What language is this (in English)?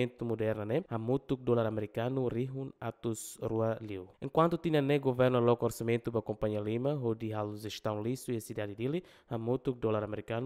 Tetum